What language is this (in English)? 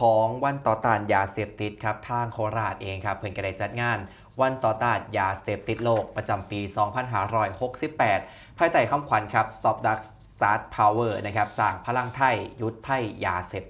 Northeastern Thai